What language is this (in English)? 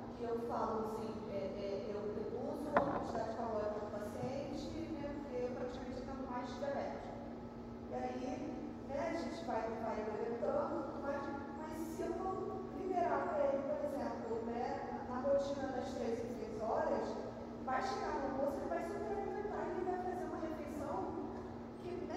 Portuguese